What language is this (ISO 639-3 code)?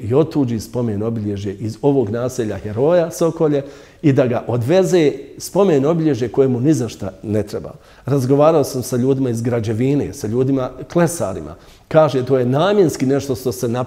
hrv